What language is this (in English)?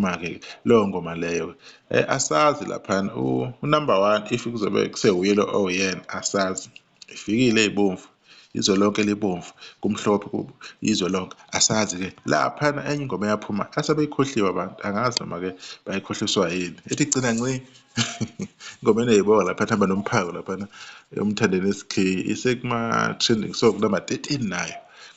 Zulu